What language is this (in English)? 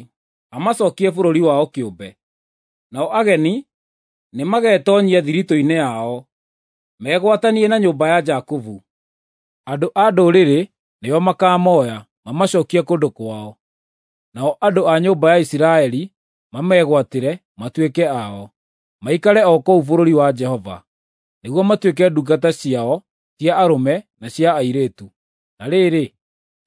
Kikuyu